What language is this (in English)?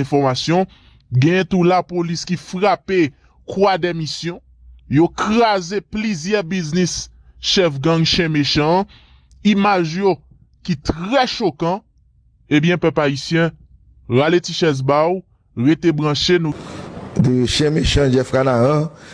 Haitian Creole